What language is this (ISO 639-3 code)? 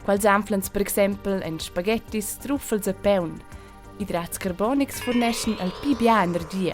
roh